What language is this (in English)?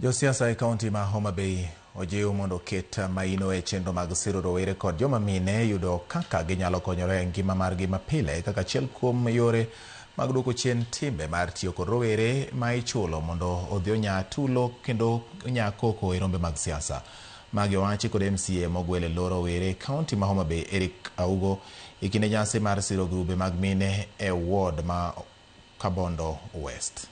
Luo (Kenya and Tanzania)